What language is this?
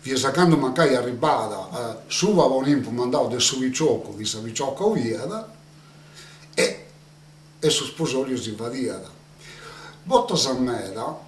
Sardinian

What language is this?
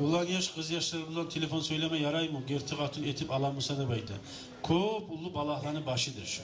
Kumyk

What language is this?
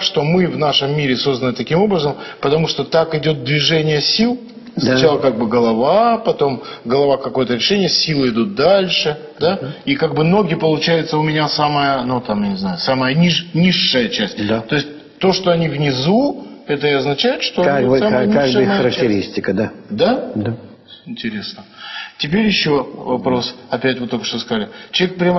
Russian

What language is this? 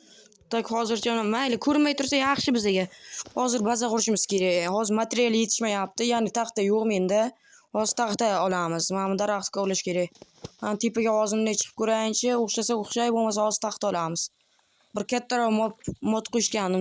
Uzbek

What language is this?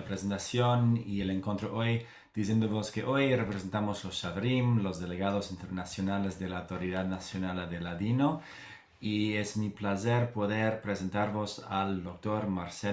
Ladino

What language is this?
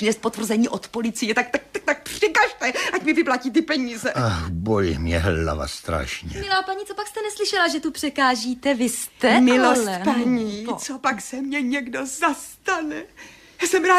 Czech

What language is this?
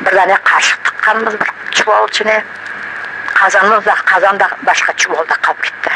Crimean Tatar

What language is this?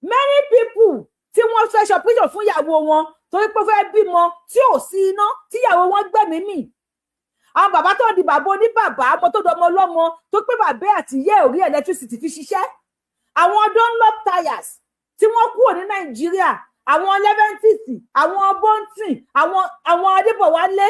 Yoruba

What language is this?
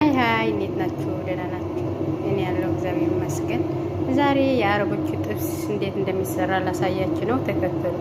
Amharic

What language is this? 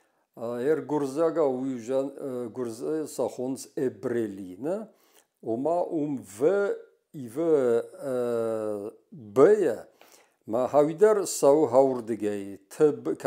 Ossetic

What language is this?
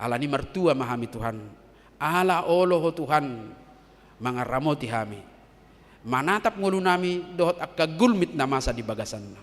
Batak Toba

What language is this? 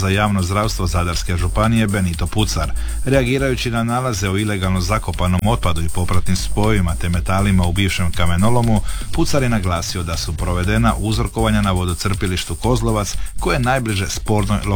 Croatian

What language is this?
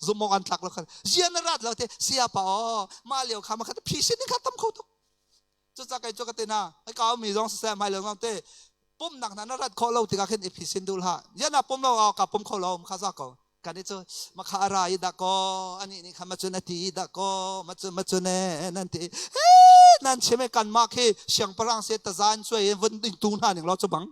Hakha Chin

